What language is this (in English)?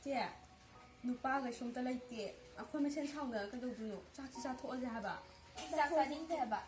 Manipuri